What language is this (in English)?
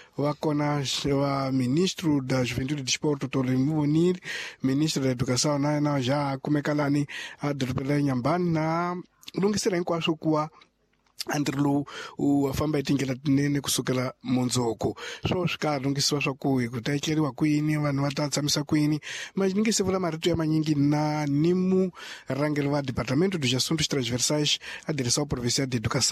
Tsonga